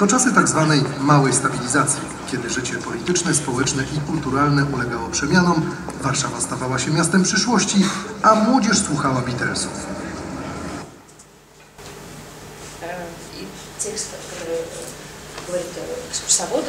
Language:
Polish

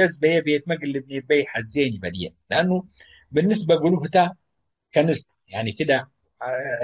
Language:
Tigre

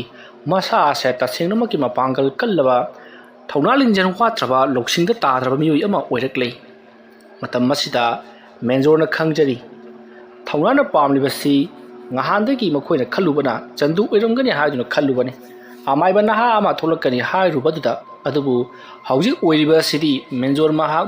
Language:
Manipuri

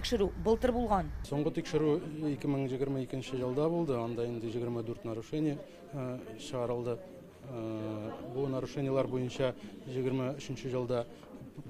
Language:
Tatar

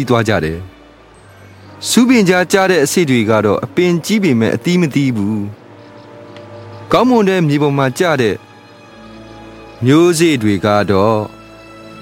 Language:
Burmese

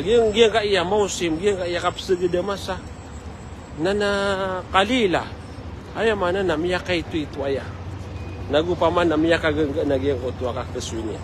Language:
Maranao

